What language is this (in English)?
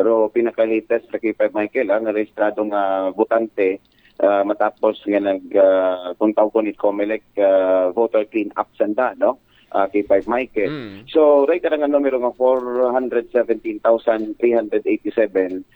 Aklanon